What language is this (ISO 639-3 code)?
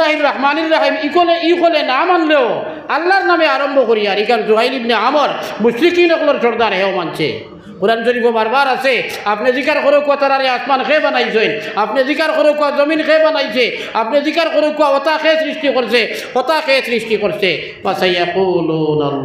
syl